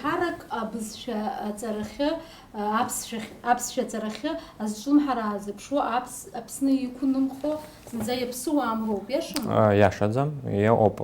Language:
Abkhazian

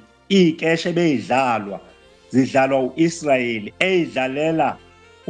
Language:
Zulu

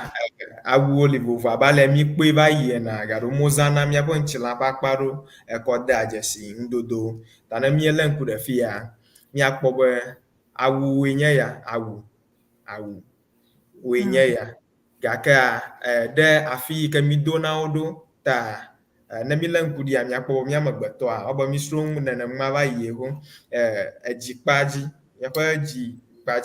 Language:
Ewe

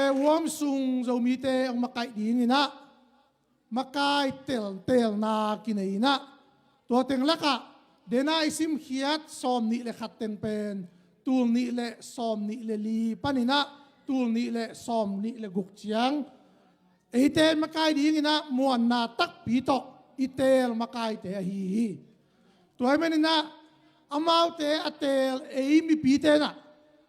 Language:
Tedim Chin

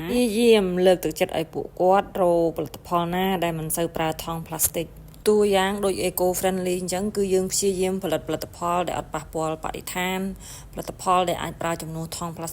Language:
Khmer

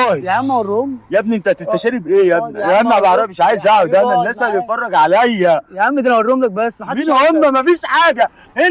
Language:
Egyptian Arabic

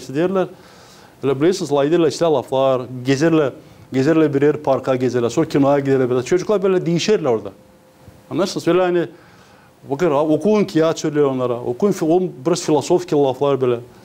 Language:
Gagauz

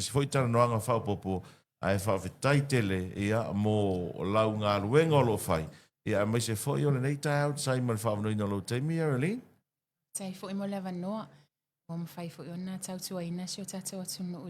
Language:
Samoan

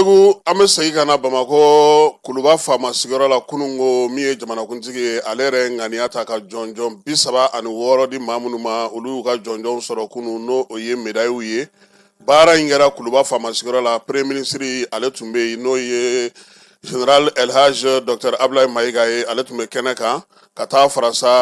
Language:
Bambara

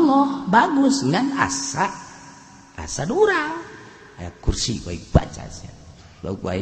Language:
Sundanese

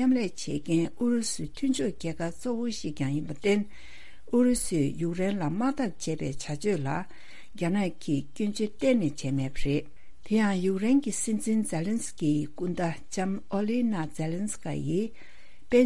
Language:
Tibetan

